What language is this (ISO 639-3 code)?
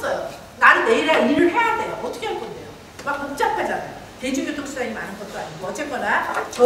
kor